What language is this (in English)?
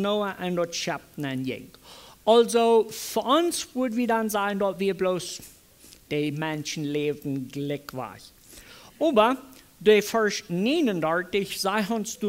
Plautdietsch